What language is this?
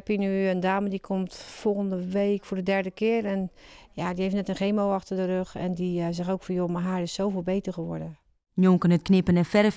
Western Frisian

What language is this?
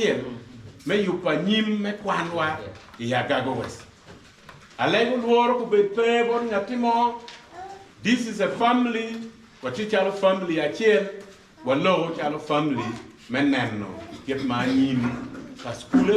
Acoli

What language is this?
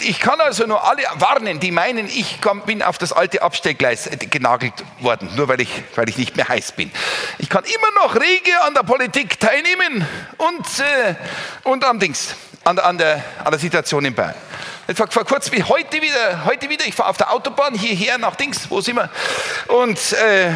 Bavarian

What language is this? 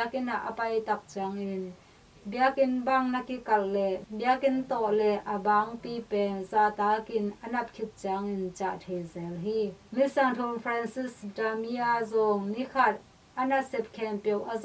Tedim Chin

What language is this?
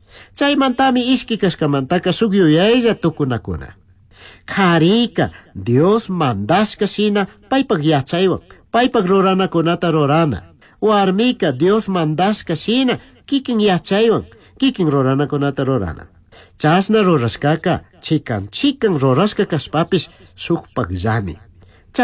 Chimborazo Highland Quichua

